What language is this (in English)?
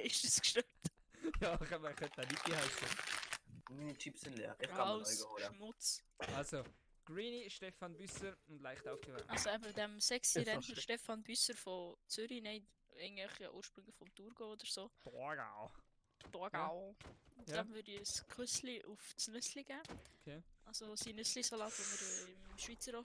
Swiss German